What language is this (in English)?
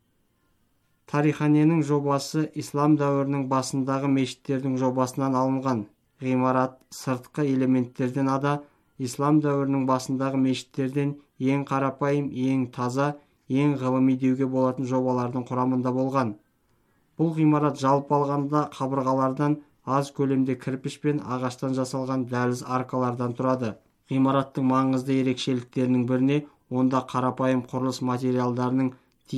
Kazakh